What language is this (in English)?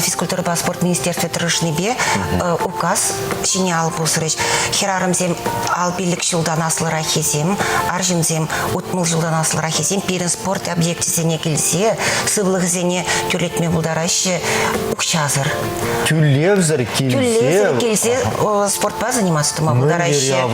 Chuvash